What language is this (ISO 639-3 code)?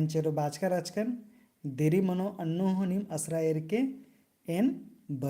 kru